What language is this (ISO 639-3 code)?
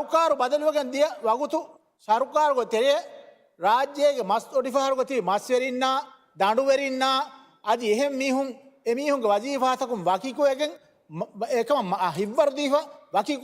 div